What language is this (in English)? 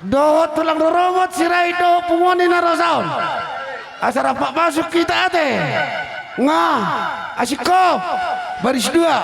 Batak Toba